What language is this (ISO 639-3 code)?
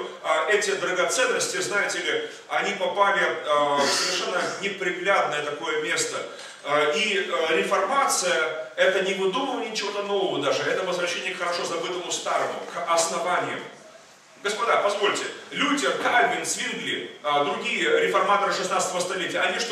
rus